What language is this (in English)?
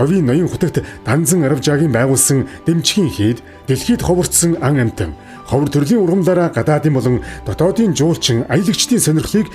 Mongolian